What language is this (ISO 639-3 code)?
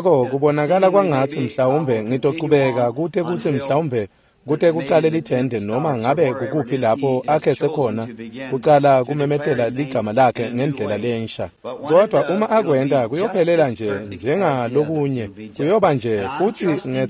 ssw